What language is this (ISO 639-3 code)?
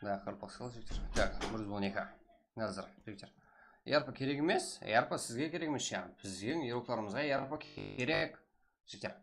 kaa